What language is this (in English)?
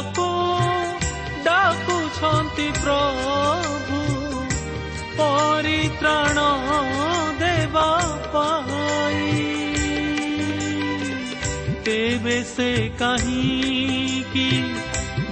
Odia